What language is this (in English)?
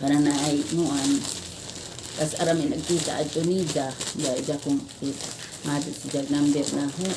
Cebuano